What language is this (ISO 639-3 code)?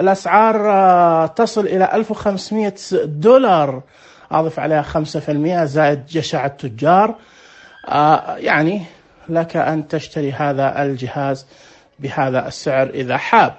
ars